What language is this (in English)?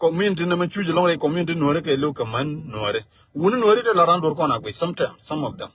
Nuer